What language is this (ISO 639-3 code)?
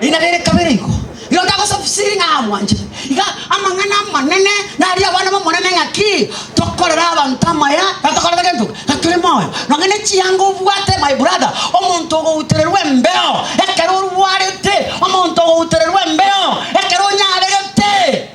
guz